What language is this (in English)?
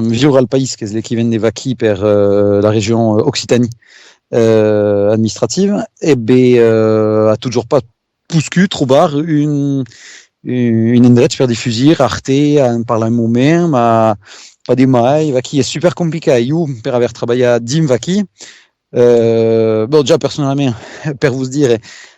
Occitan